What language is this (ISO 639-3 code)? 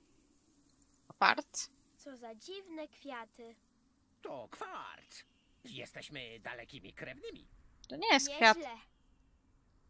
pol